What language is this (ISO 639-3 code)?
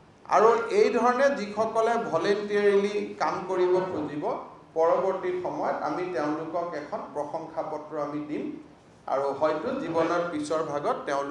asm